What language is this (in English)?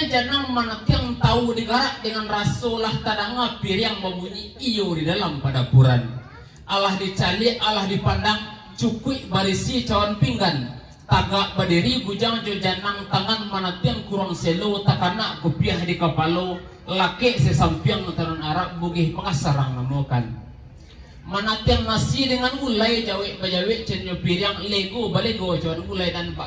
Minangkabau